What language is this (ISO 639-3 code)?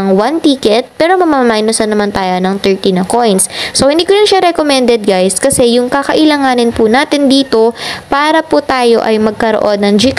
fil